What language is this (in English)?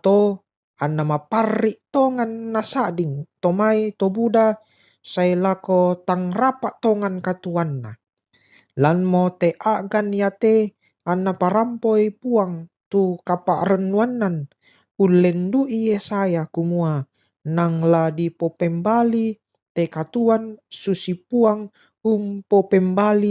Toraja-Sa'dan